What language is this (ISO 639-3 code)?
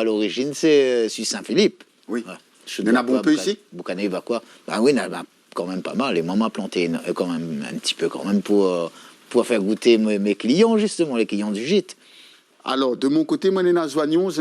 rcf